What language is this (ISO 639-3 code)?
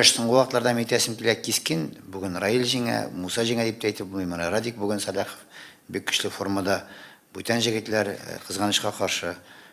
tat